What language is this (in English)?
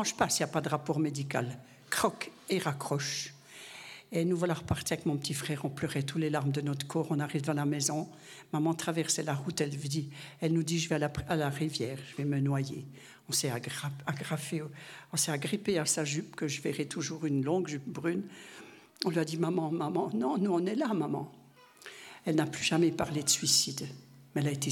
French